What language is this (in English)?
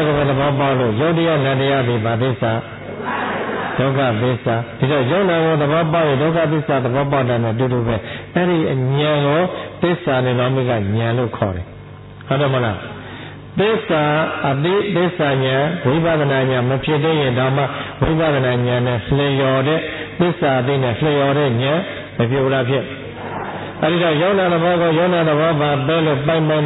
Burmese